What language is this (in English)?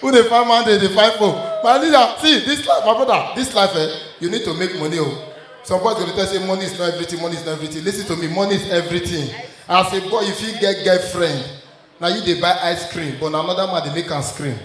Nigerian Pidgin